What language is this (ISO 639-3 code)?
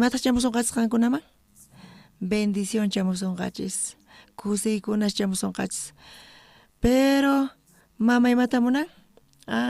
quh